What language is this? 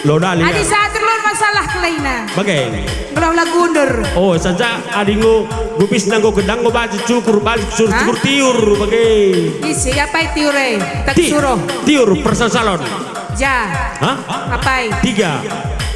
Batak Karo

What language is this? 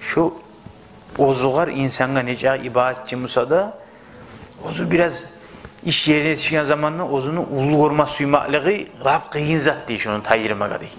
Kumyk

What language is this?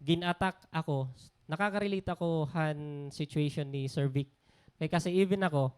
Waray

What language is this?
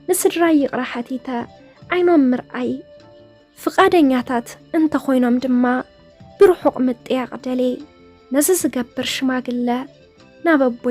Tigrinya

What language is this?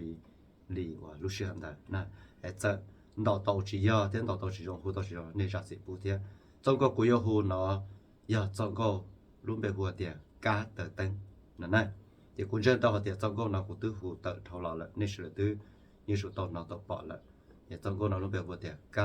Hmong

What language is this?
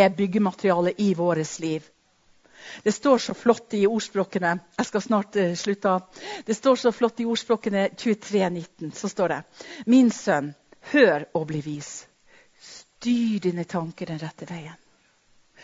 Norwegian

